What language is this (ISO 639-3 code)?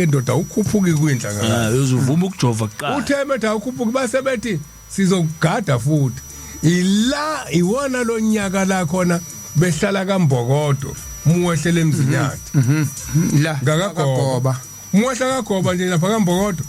zul